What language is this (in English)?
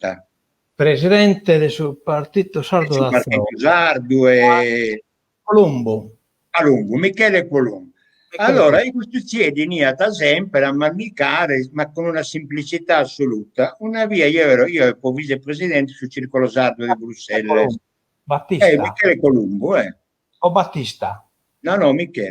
Sardinian